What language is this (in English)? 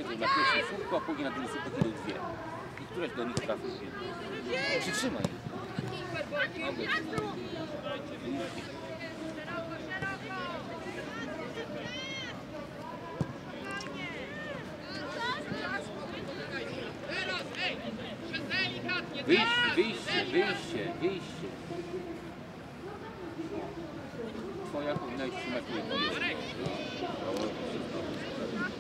Polish